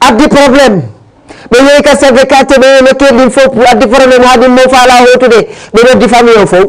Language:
Fula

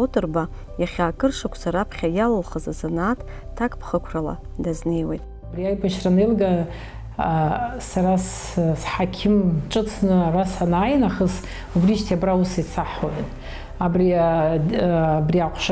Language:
Abkhazian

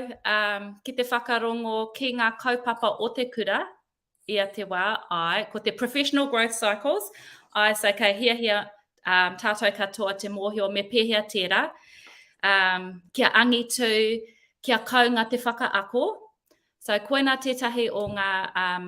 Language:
Māori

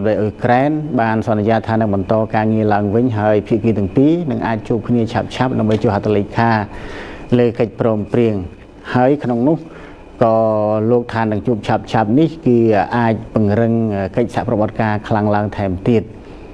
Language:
Khmer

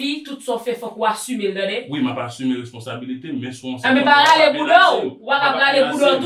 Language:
Haitian Creole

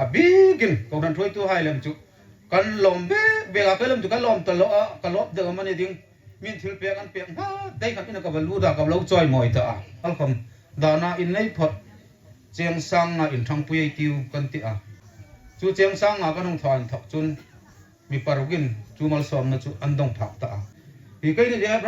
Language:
Hmar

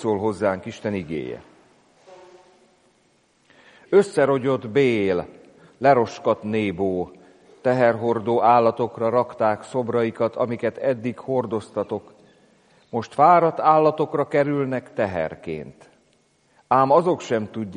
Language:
Hungarian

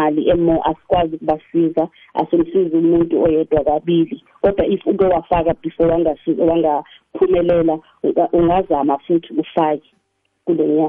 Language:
South Ndebele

